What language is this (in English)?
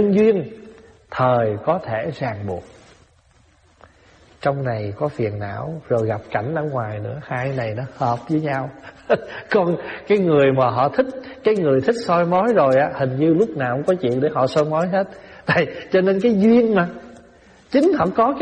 Vietnamese